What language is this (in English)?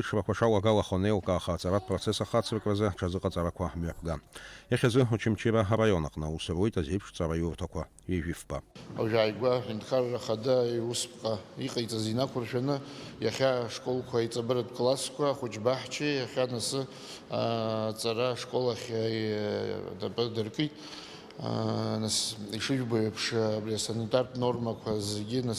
Abkhazian